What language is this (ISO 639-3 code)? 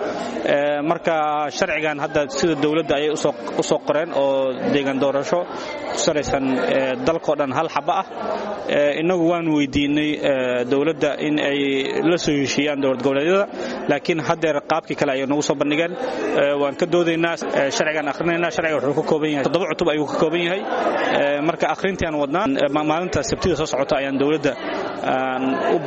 som